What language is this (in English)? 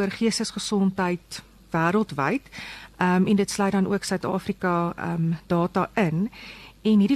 Afrikaans